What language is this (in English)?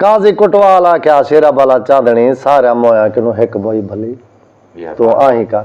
Saraiki